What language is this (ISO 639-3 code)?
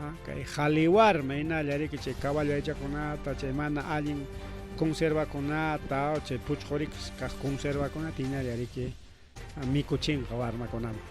quy